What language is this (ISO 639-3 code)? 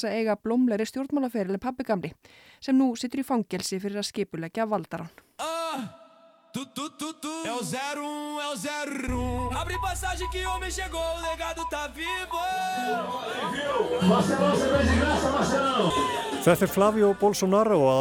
isl